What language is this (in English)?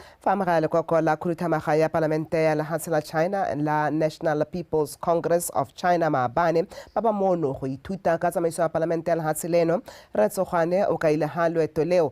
Tswana